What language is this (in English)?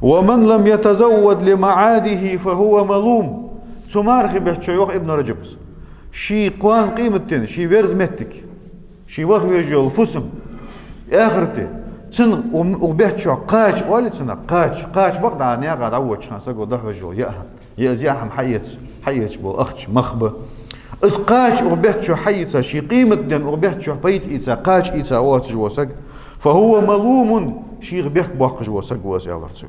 Ingush